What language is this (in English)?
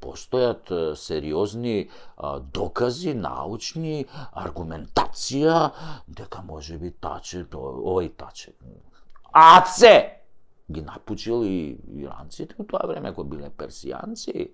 Macedonian